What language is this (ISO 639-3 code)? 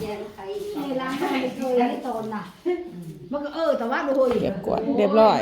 tts